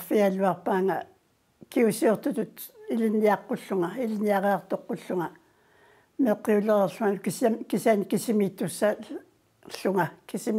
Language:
Kalaallisut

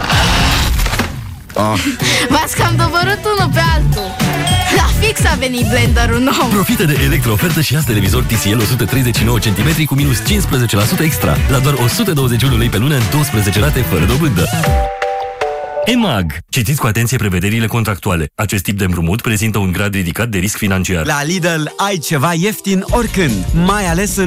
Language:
Romanian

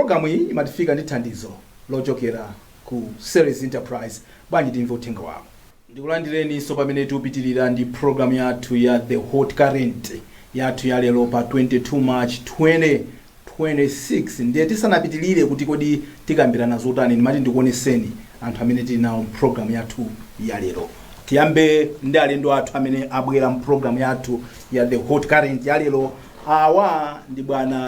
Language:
Nyanja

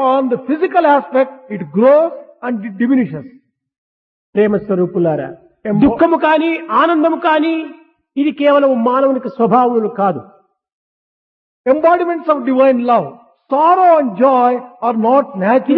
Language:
Telugu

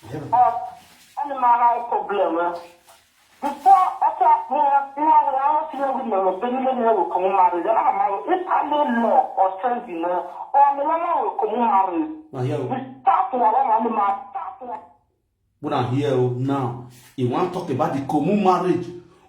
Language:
Nigerian Pidgin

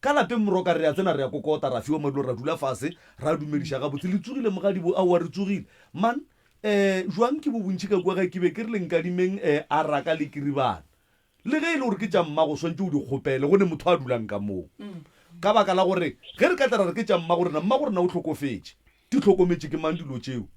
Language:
Northern Sotho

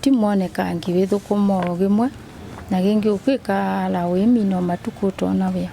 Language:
Kamba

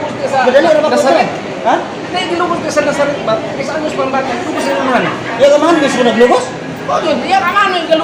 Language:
Cebuano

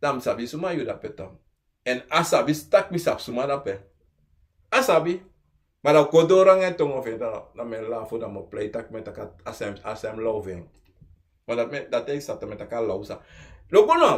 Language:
Sranan Tongo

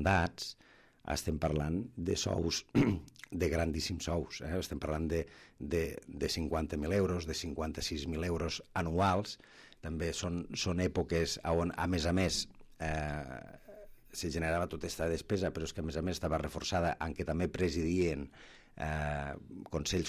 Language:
Catalan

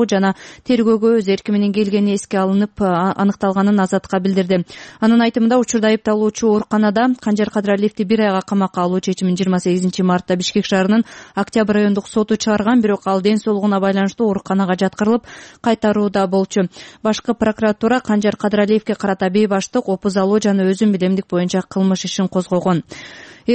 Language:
Kyrgyz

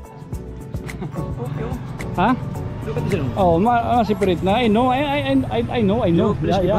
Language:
Waray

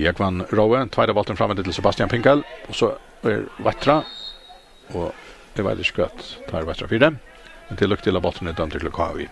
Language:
Faroese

